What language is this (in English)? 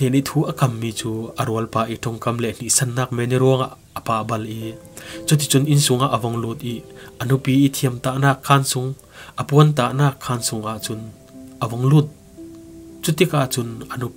Falam Chin